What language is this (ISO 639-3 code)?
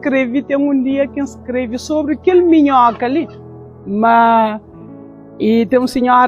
kea